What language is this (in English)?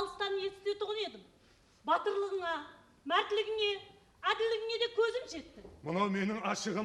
Kara-Kalpak